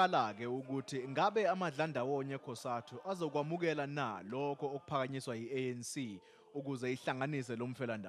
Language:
Zulu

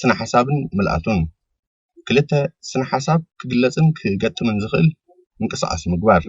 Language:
Tigrinya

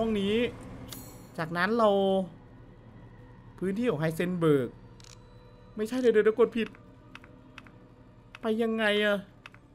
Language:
Thai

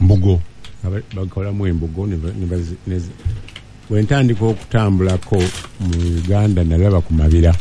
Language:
Ganda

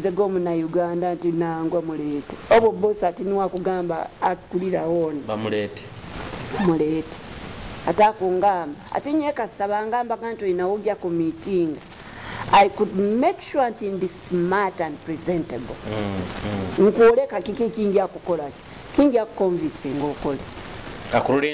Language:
Nyoro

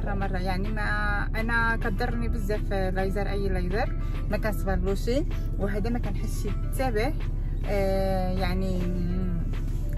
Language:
Moroccan Arabic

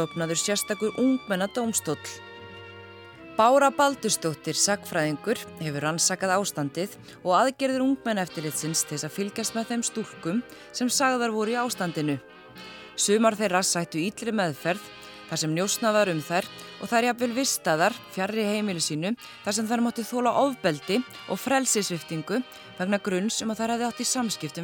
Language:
Icelandic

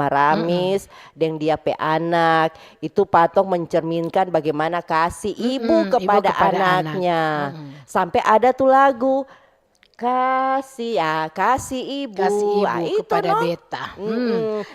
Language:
Manado Malay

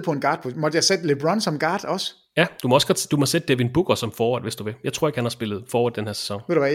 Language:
Danish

